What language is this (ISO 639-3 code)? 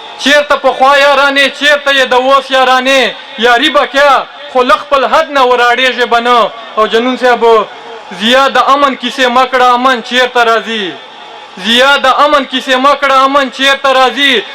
pus